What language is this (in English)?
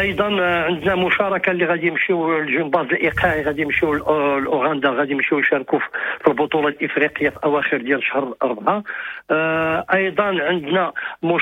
Moroccan Arabic